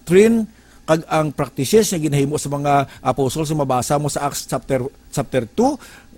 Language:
Hiligaynon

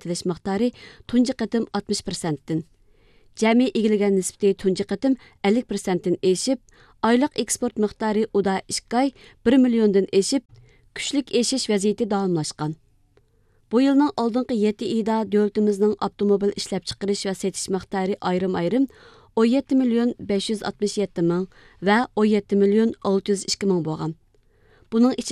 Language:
Uyghur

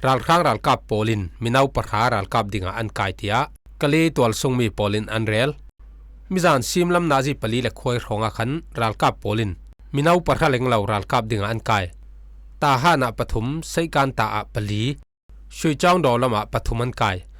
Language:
Falam Chin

